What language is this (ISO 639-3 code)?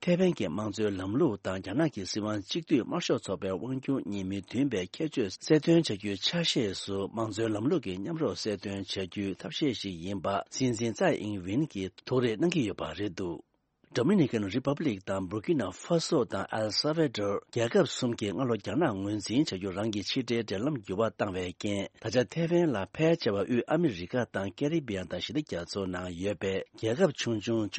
bod